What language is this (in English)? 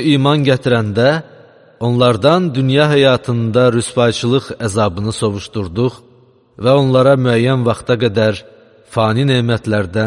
Azerbaijani